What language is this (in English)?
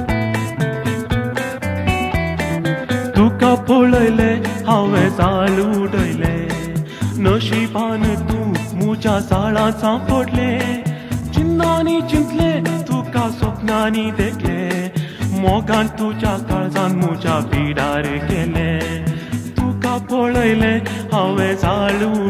Konkani